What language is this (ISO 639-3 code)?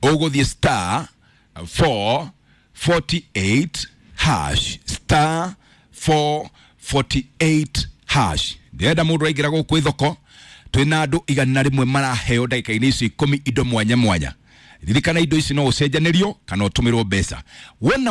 kik